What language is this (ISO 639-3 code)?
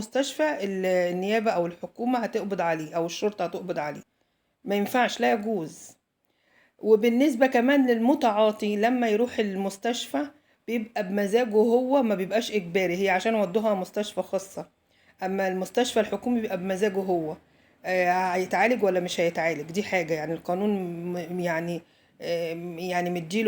arz